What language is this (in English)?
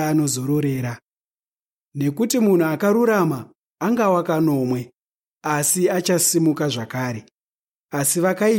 Shona